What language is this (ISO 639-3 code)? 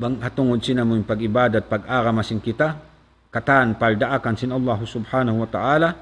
tsg